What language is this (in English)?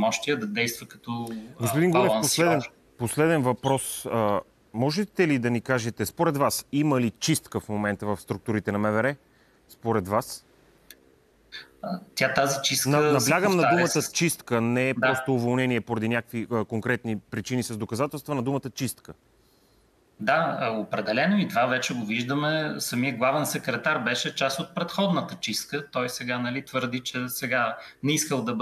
Bulgarian